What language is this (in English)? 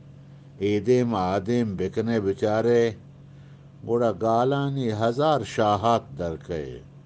Eastern Balochi